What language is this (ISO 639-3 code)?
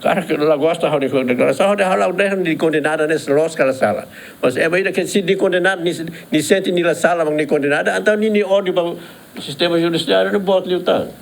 tet